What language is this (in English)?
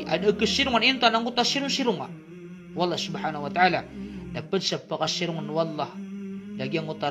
Maranao